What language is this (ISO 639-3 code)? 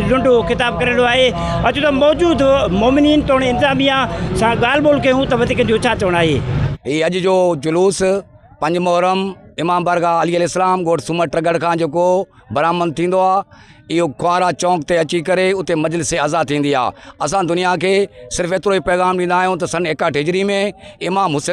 snd